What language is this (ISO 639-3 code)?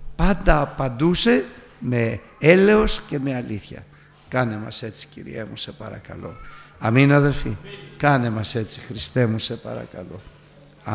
ell